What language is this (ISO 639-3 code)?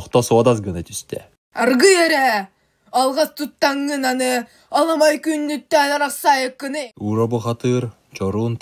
sah